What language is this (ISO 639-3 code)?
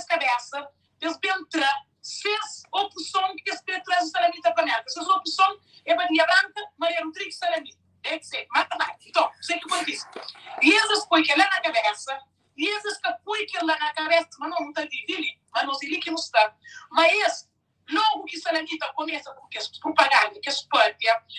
kea